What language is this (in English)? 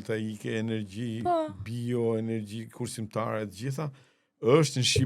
Albanian